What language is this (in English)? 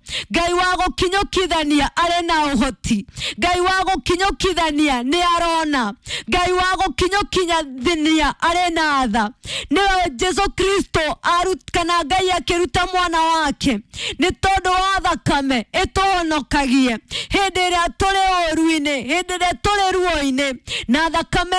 Kikuyu